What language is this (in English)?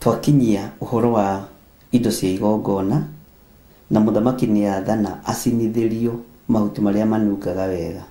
Kikuyu